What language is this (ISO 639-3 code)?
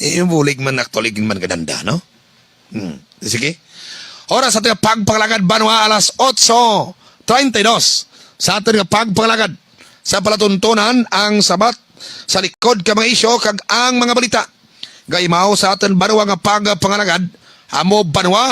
hil